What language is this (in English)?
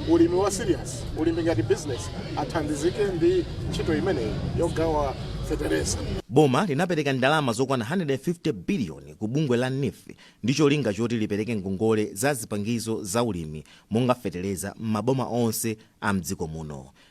Nyanja